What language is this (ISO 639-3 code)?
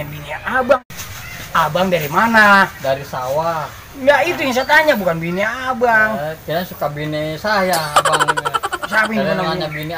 bew